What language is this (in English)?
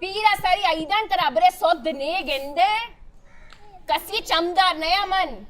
Baluchi